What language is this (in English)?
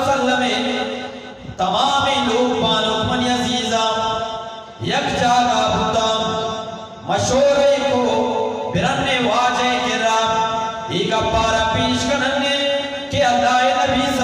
Eastern Balochi